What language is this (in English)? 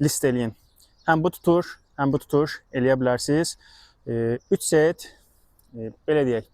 Azerbaijani